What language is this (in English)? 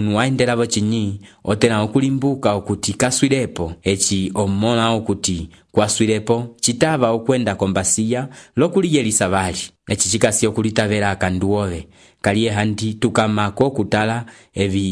Umbundu